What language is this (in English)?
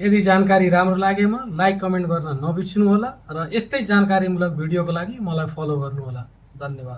Nepali